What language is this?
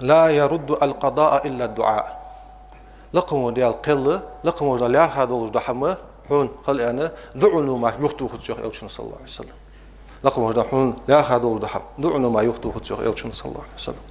Ingush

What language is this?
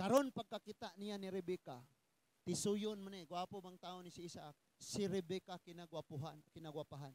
Cebuano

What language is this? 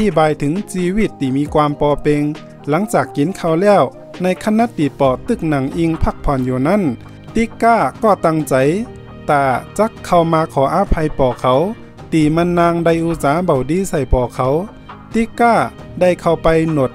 Shan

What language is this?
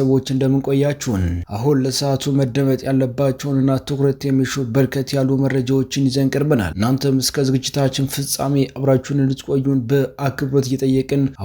Amharic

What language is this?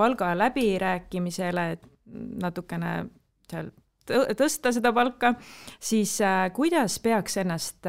Estonian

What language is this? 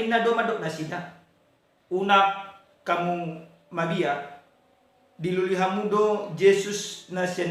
Batak Toba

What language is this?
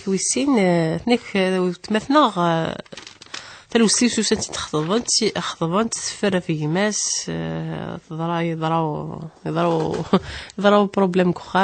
Kabyle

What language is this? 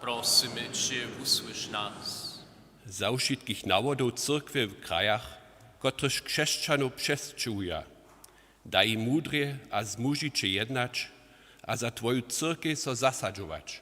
Upper Sorbian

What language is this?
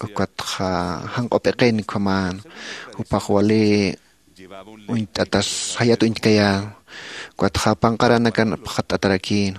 Aymara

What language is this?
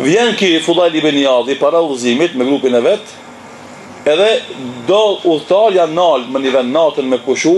Albanian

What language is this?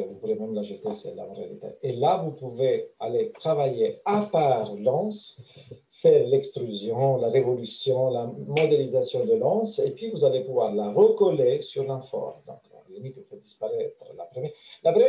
French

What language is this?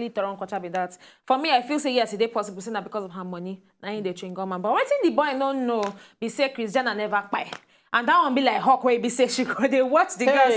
Nigerian Pidgin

